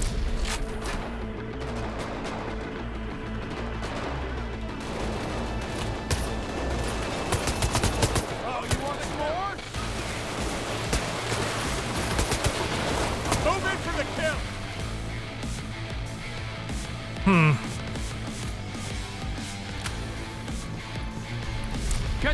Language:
English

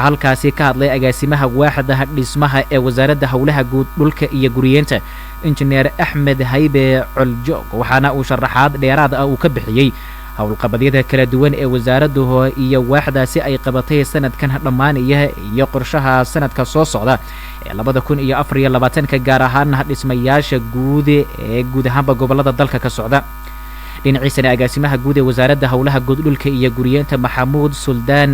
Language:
Somali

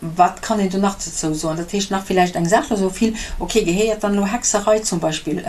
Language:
Luxembourgish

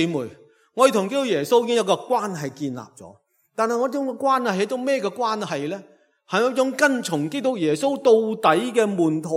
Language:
Cantonese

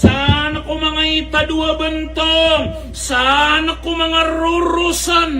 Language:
Maranao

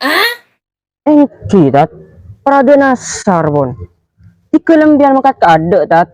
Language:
Madurese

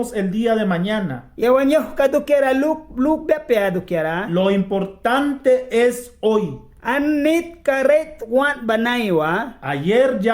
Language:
Mískito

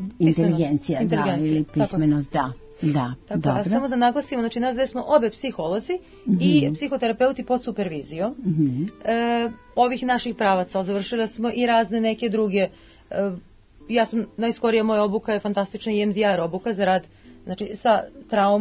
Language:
Serbian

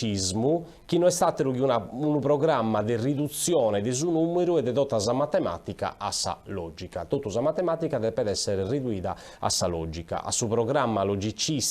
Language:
Sardinian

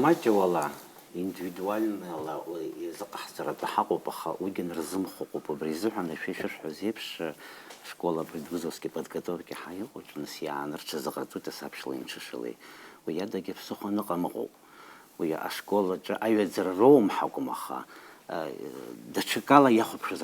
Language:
Abkhazian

